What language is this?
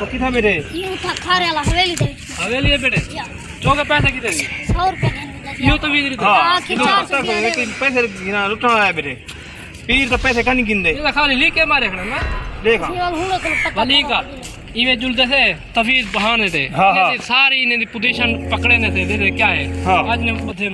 Saraiki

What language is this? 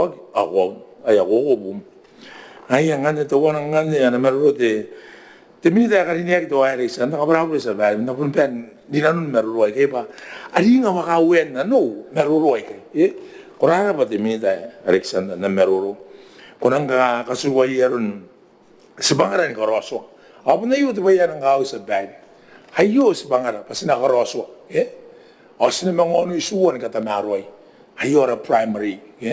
Gilbertese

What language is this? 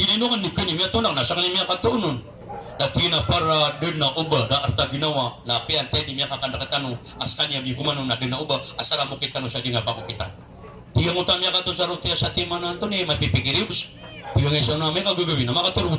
Maranao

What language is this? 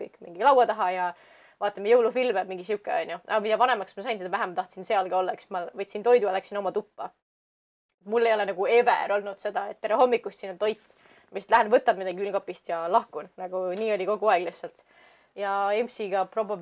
Estonian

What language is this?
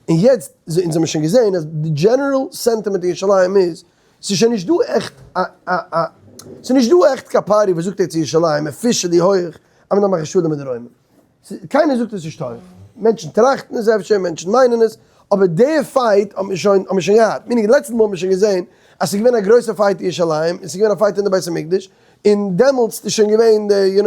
Yiddish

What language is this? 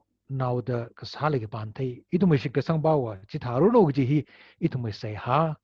Tangkhul Naga (India)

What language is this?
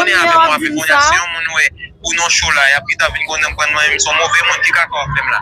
Haitian Creole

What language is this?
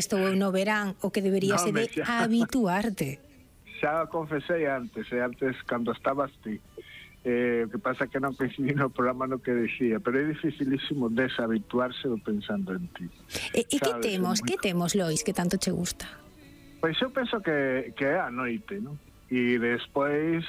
Galician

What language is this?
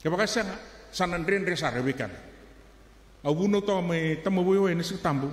Fijian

